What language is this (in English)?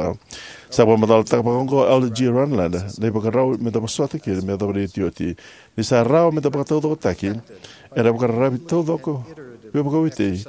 Fijian